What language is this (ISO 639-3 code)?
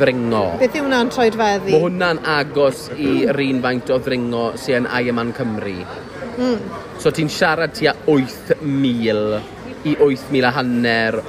cym